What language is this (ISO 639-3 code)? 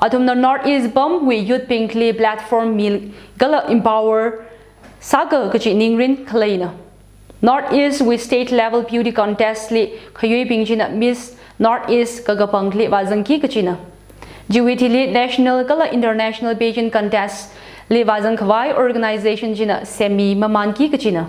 nmf